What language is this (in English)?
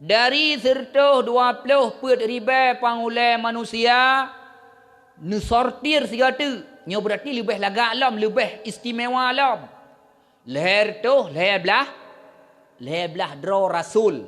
Achinese